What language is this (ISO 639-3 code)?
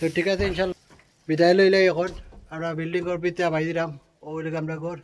syl